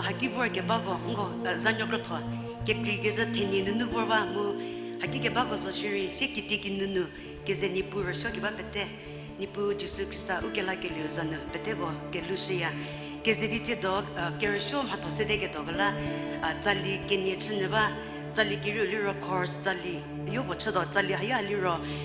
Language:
Angami Naga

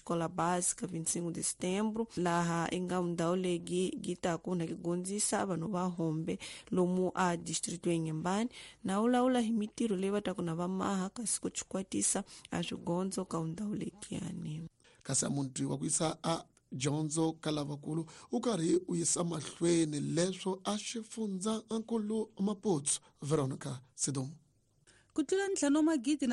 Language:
Tsonga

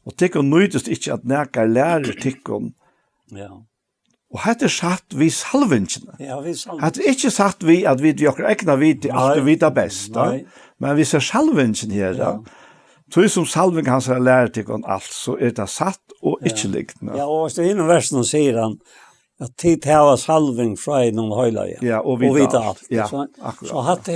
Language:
Faroese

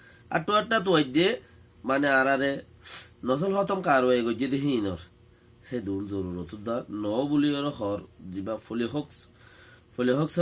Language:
Rohingya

